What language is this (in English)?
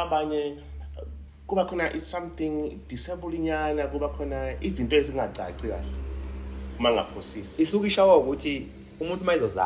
Zulu